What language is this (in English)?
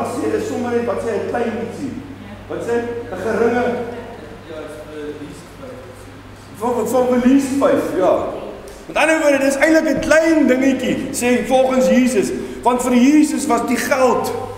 Afrikaans